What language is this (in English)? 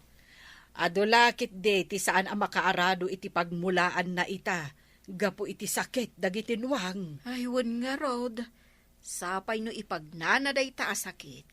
Iloko